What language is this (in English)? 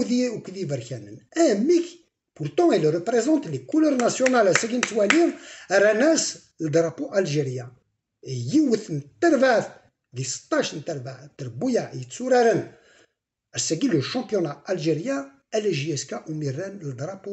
Kabyle